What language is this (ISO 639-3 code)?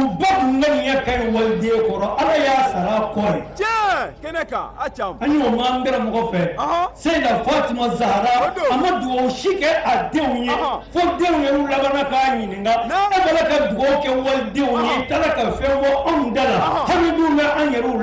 bam